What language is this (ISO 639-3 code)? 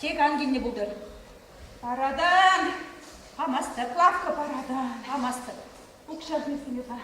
chv